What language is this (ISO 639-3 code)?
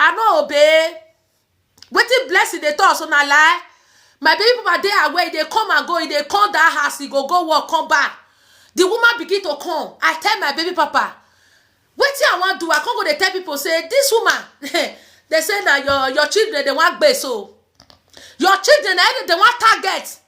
pcm